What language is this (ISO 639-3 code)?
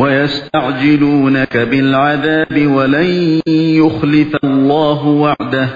uig